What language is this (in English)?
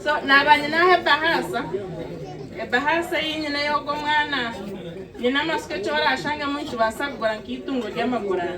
Nyankole